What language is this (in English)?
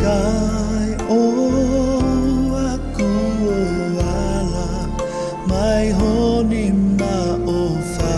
Tongan